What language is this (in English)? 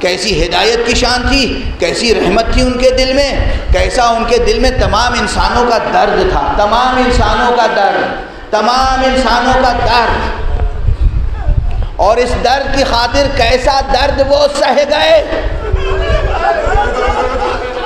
Urdu